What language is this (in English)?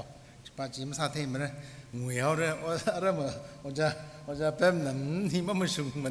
Tangkhul Naga (India)